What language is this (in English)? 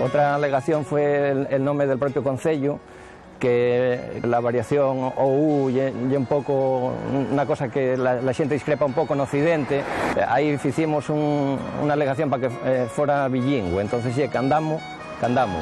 Asturian